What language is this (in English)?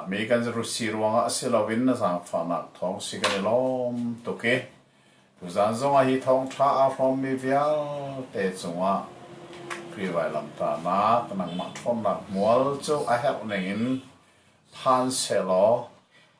Hakha Chin